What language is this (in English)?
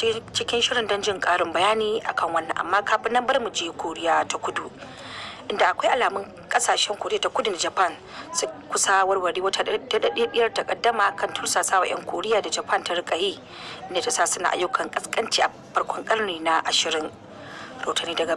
Hausa